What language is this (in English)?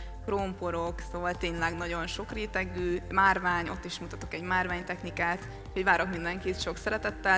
Hungarian